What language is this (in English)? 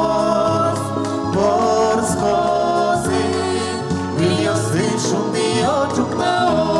Udmurt